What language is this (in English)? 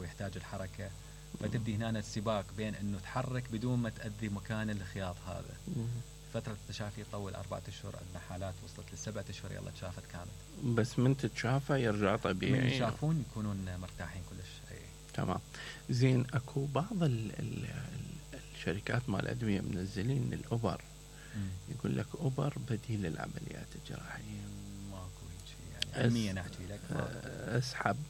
Mesopotamian Arabic